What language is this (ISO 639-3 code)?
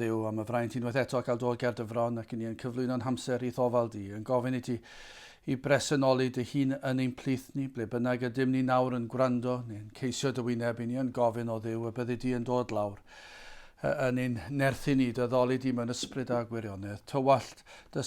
cym